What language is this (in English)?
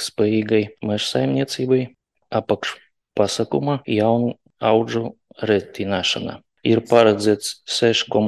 Latvian